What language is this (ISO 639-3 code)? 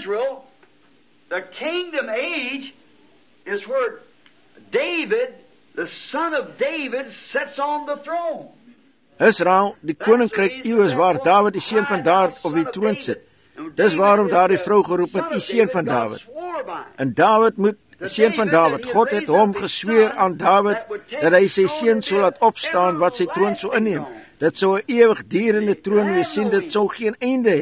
afr